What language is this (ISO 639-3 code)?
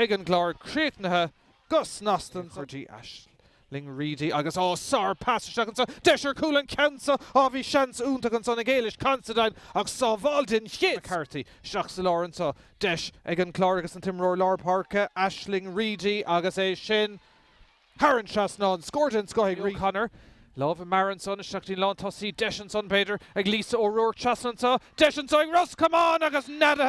gle